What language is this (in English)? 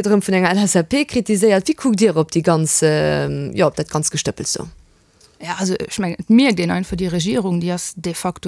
Luxembourgish